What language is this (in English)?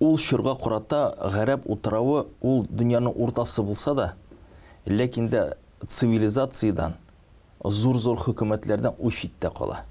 Tatar